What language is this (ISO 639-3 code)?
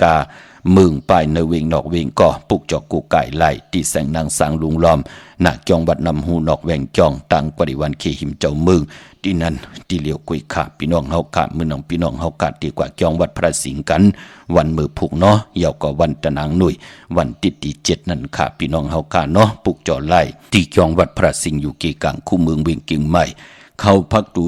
shn